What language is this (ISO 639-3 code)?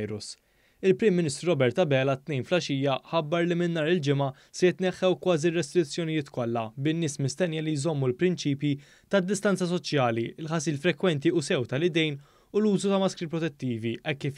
mlt